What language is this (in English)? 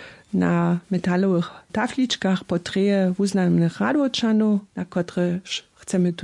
Upper Sorbian